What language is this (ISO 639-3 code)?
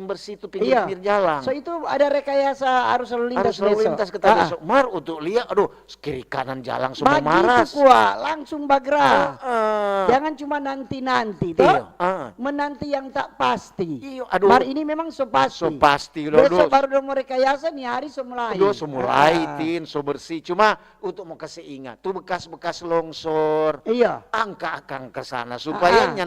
xmm